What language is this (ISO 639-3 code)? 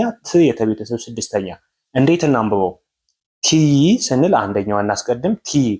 amh